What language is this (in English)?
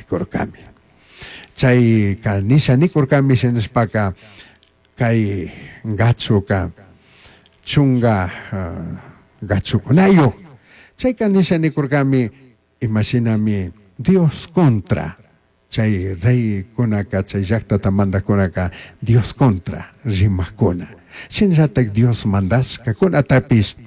Chimborazo Highland Quichua